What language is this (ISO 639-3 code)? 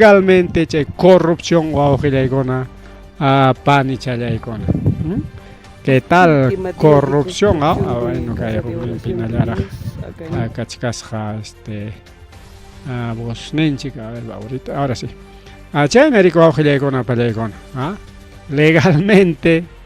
quy